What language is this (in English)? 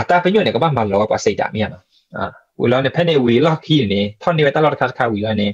S'gaw Karen